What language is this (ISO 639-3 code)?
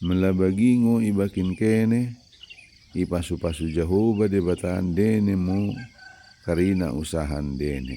btd